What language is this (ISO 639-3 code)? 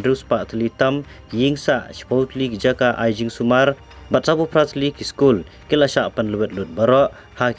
kha